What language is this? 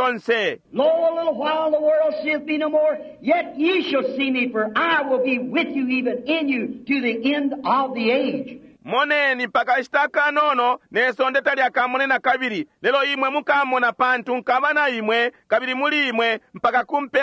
Bemba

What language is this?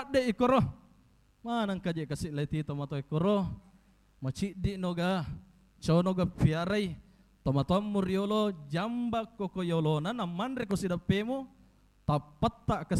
Buginese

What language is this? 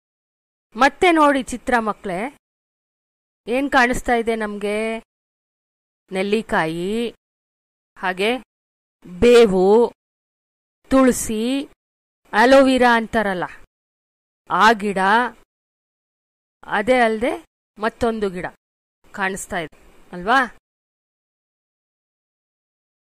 Kannada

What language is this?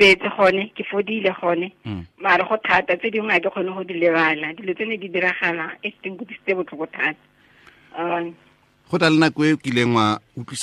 Tswana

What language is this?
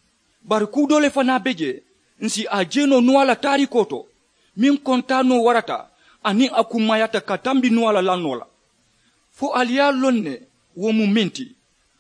Mandingo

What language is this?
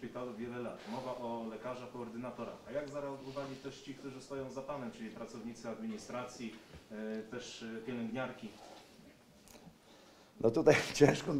Polish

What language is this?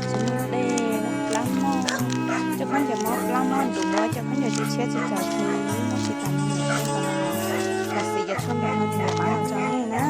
Hmong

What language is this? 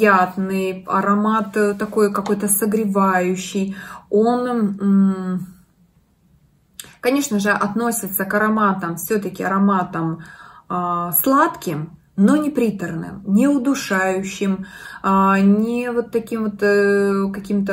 Russian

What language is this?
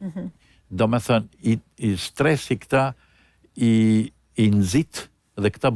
Albanian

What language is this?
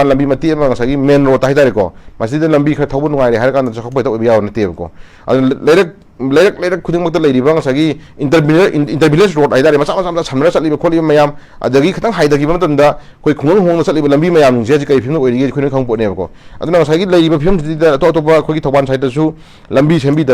Manipuri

